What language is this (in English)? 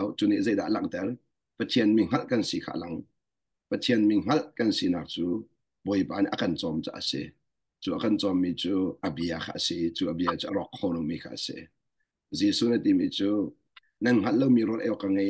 Hakha Chin